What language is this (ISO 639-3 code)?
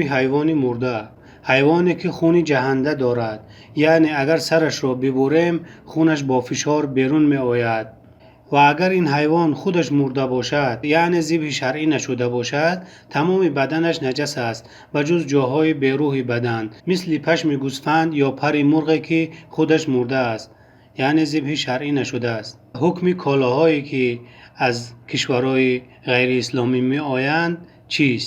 tgk